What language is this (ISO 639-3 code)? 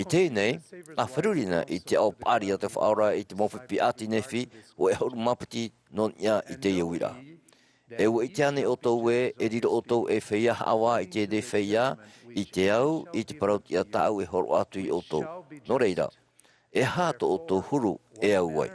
tah